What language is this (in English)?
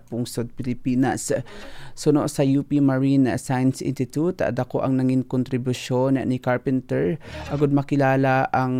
Hiligaynon